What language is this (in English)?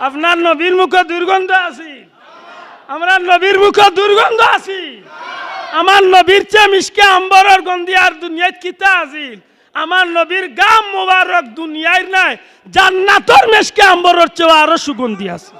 Sylheti